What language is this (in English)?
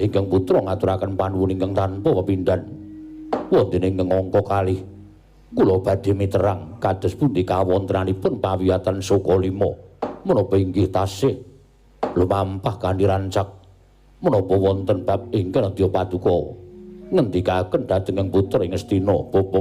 Javanese